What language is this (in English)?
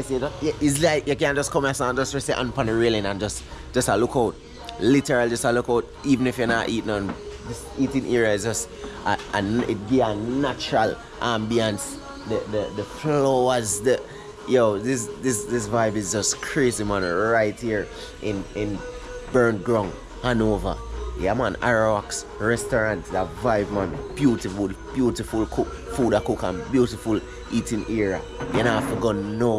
Jamaican Creole English